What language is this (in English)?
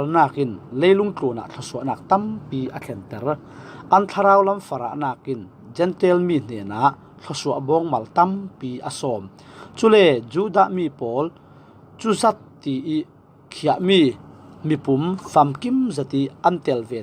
Falam Chin